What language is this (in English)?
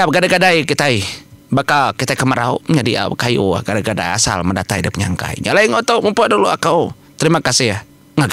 Iban